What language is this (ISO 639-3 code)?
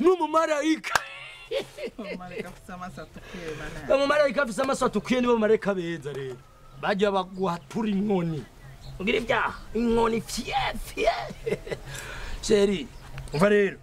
run